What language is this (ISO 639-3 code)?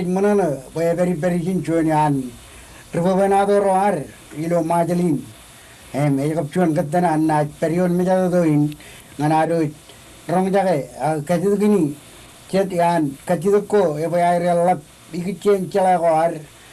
mah